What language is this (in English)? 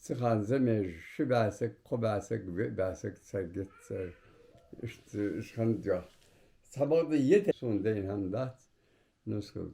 Ingush